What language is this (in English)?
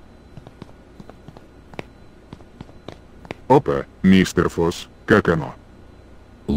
Russian